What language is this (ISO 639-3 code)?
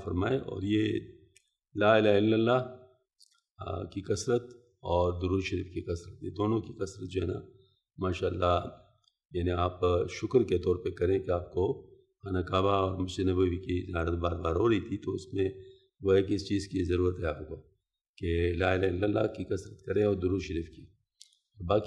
urd